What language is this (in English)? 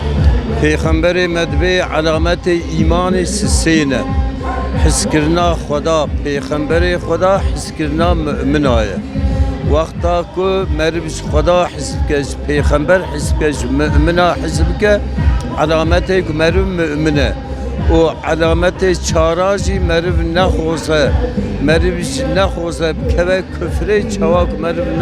Kurdish